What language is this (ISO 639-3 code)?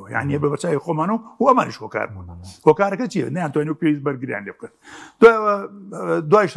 ckb